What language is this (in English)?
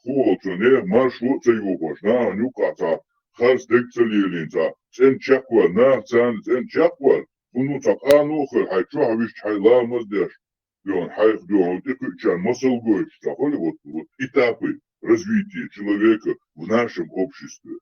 Chechen